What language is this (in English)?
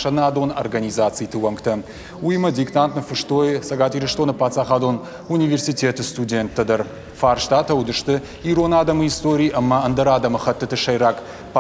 Ossetic